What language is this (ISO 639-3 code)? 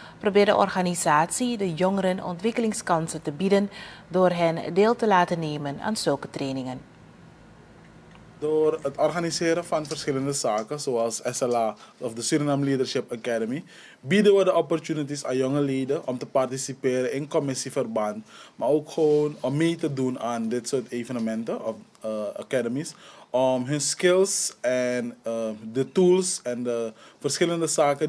nld